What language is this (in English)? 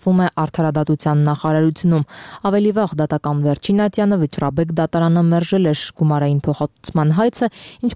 Armenian